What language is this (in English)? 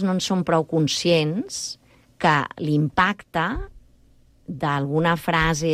Catalan